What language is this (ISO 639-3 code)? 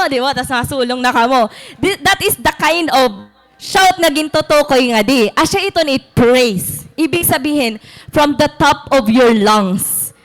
war